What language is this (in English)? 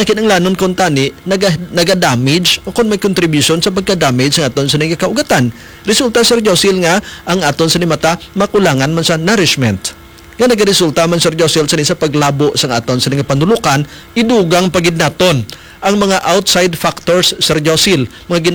Hiligaynon